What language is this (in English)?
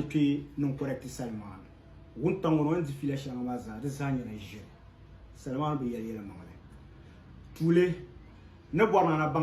Dagbani